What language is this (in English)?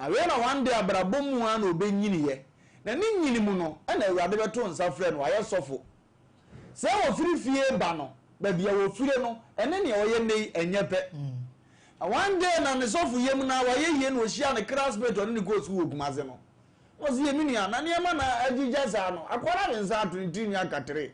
Akan